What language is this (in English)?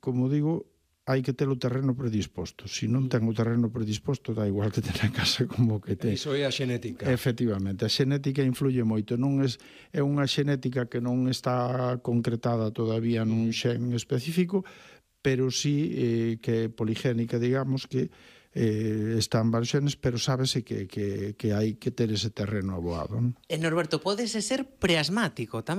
Galician